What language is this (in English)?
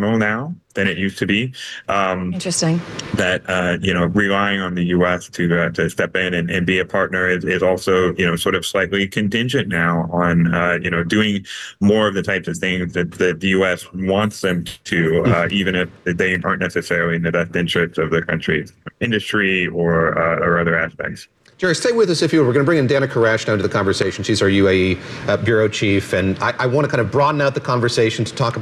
English